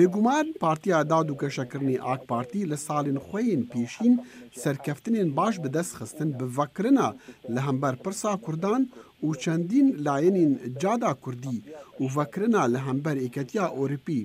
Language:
Kurdish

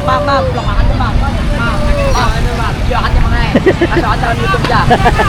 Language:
Banjar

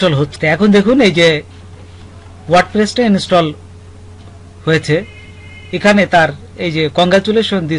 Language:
Bangla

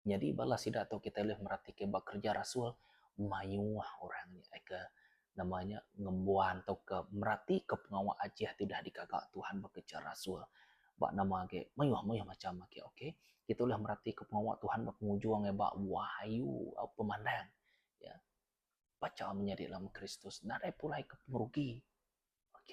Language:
Iban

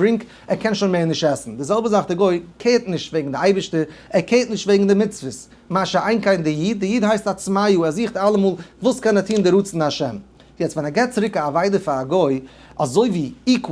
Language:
Yiddish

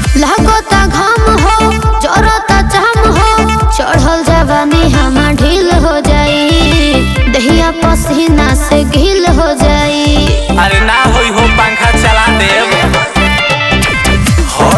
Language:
Bhojpuri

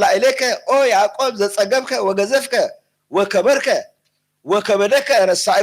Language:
Geez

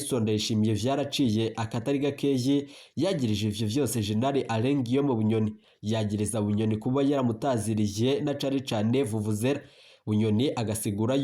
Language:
Rundi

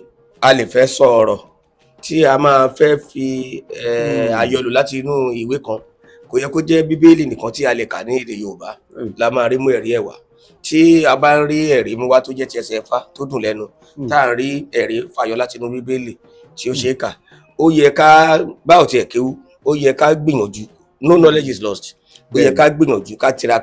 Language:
Yoruba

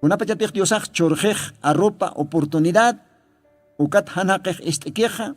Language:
Aymara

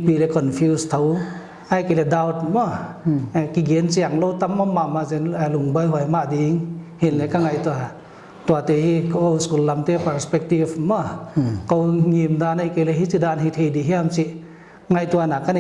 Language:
Paite Chin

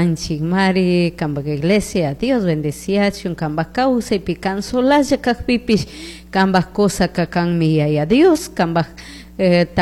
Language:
Chimborazo Highland Quichua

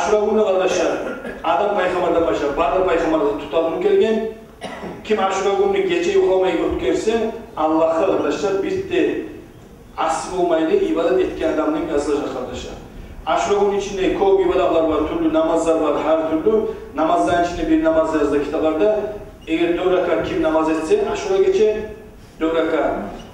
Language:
Kumyk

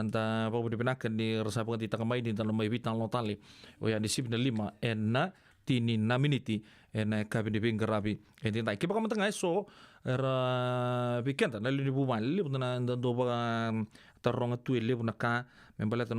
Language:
Fijian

